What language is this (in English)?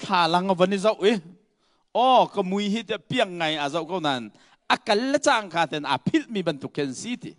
Hakha Chin